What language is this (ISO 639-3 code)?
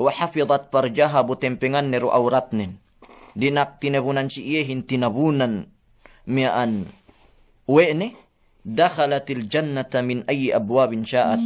yka